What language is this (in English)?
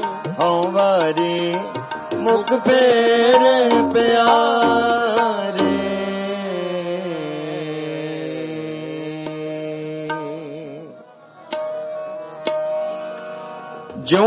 Punjabi